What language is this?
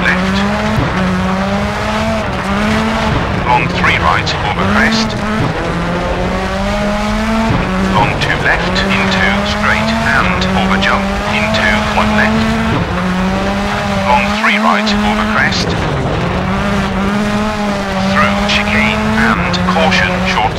English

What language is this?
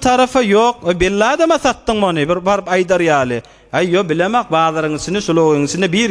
Turkmen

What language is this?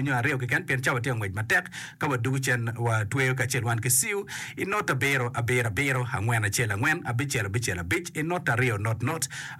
Acoli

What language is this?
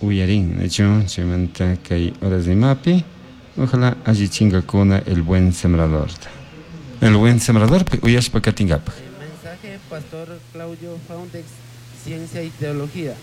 Chimborazo Highland Quichua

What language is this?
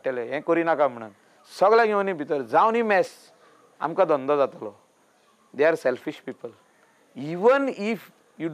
Konkani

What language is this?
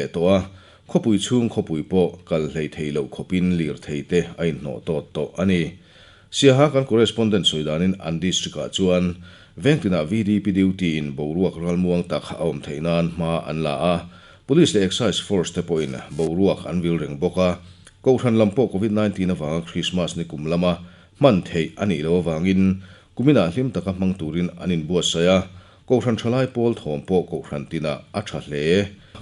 Mizo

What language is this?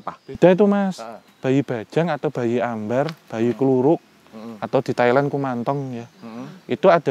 Indonesian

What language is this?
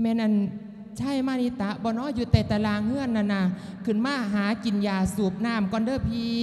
Lao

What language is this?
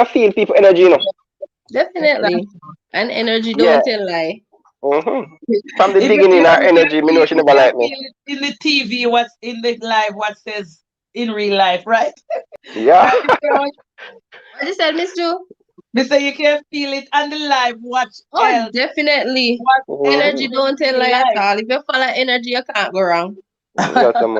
Jamaican Creole English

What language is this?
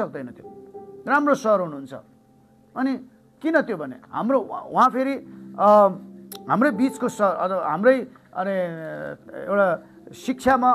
Nepali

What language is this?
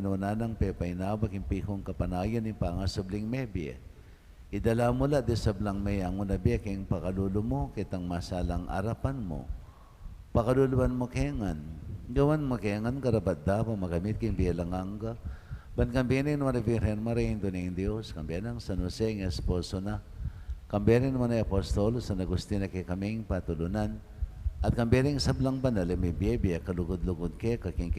Pampanga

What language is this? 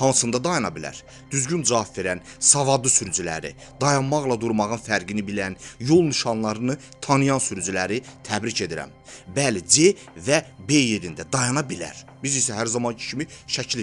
Azerbaijani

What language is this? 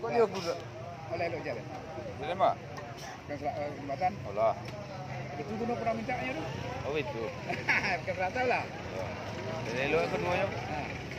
Minangkabau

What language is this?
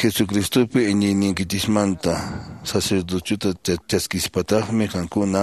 Quechua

